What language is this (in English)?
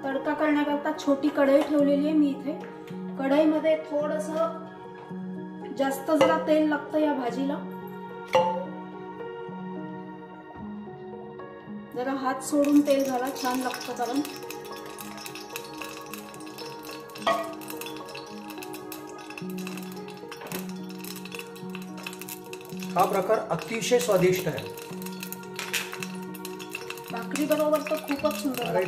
Marathi